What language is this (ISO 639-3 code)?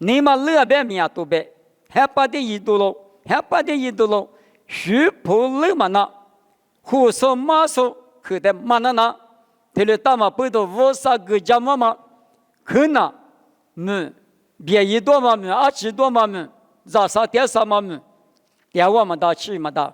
lis